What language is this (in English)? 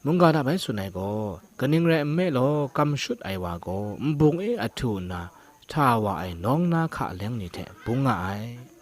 Kachin